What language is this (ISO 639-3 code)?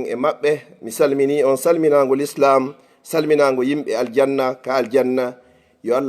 ful